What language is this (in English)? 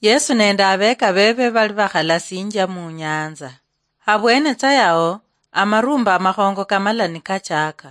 Luyia